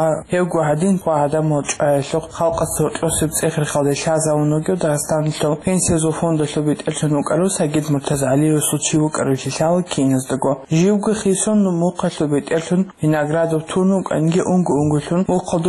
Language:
Avaric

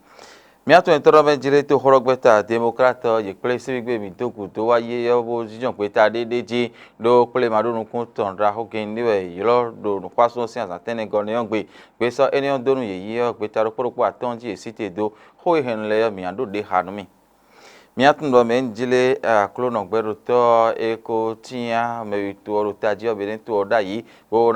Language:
Fon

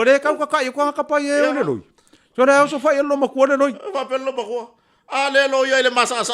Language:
Samoan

